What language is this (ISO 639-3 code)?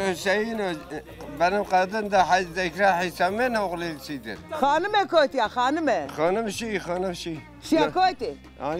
zza